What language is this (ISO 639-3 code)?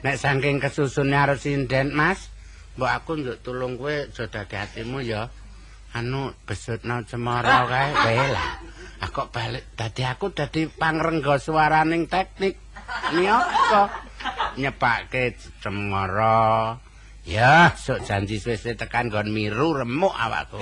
jav